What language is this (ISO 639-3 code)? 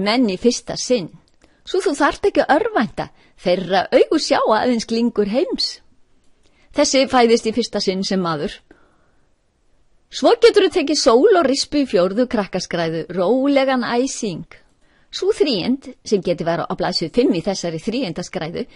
isl